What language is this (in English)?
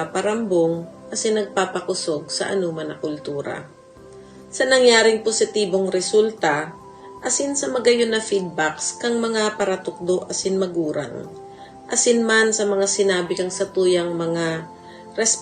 Bikol